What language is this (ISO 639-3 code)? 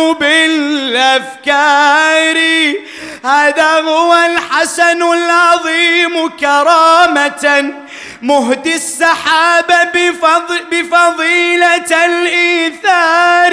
ara